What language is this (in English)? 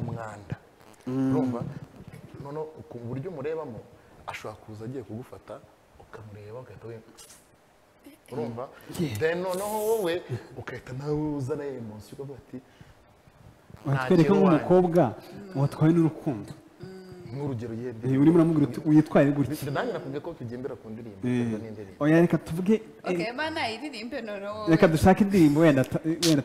Kinyarwanda